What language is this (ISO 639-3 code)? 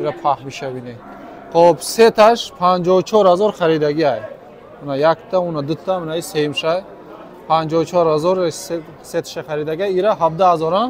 tgk